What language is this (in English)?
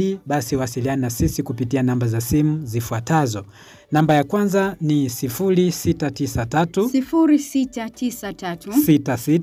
Swahili